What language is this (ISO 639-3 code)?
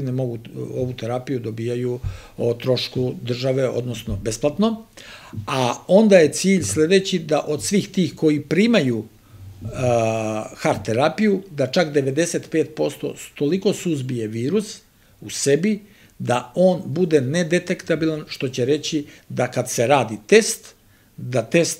srp